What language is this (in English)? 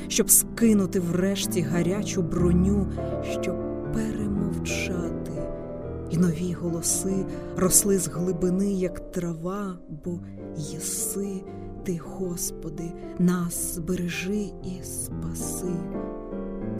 Ukrainian